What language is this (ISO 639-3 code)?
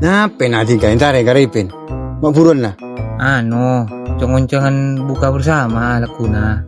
mad